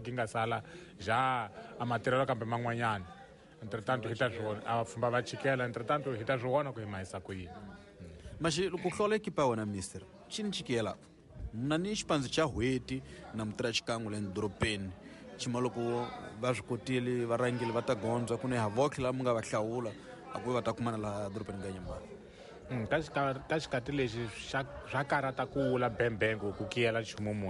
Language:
Tsonga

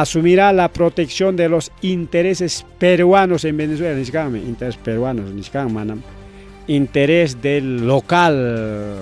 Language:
Ayacucho Quechua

